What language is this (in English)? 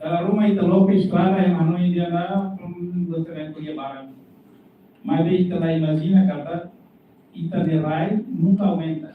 Tetum